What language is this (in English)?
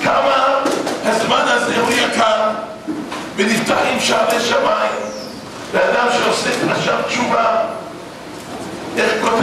Hebrew